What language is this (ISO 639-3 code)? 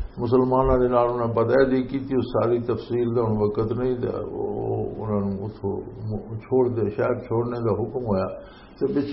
lah